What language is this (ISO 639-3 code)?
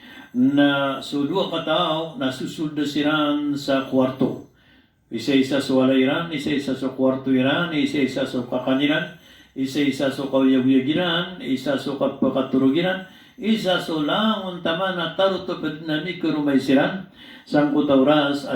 mrw